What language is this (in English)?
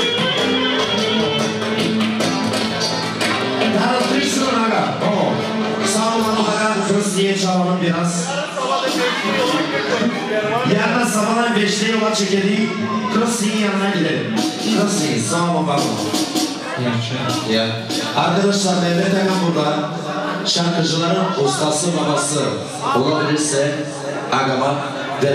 Turkish